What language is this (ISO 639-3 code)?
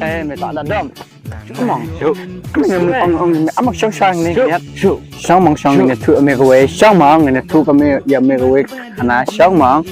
kha